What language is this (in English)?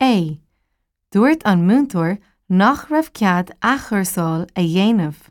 Irish